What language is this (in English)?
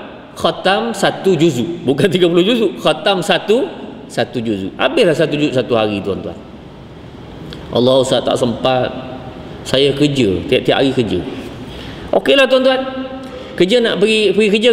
Malay